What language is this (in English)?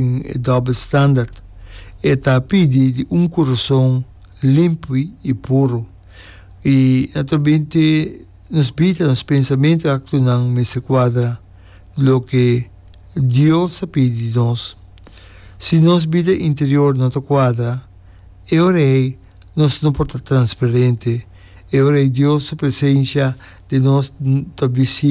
Papiamento